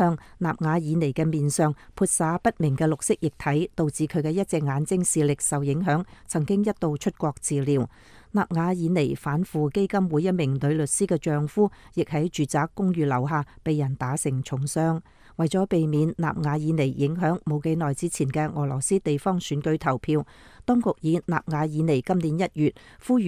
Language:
Cantonese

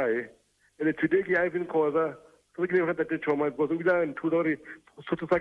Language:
Southern Sotho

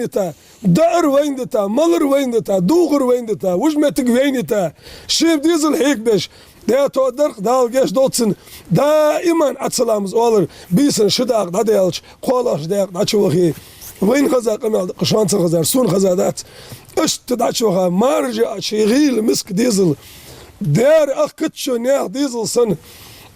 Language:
Ingush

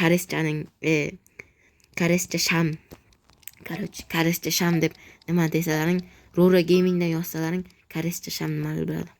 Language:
Uzbek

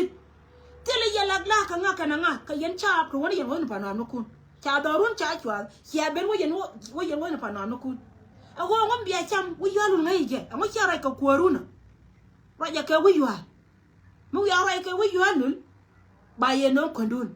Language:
Nuer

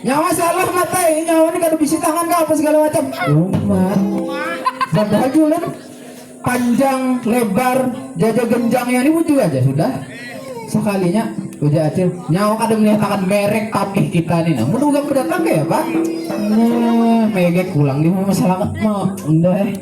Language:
Banjar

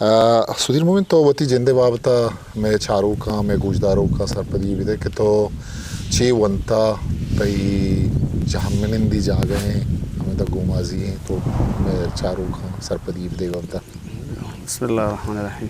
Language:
Eastern Balochi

